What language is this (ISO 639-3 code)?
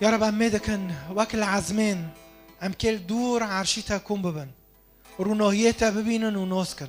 kur